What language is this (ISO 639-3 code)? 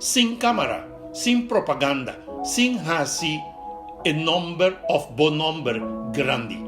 pap